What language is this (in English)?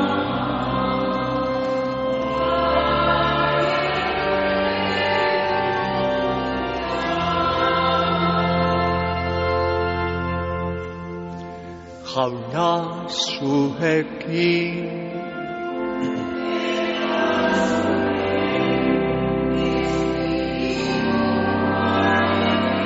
Basque